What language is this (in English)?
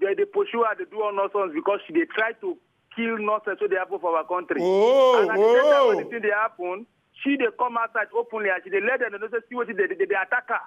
Nigerian Pidgin